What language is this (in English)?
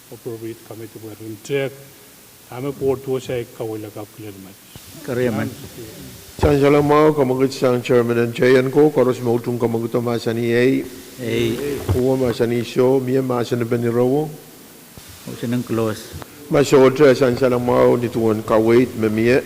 Pohnpeian